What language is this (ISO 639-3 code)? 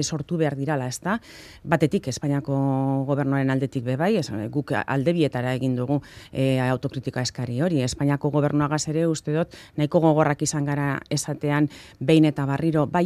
eus